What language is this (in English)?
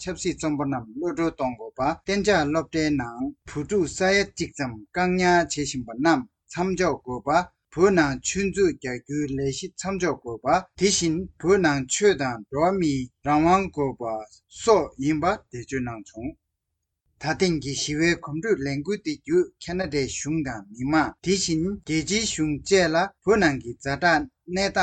Tibetan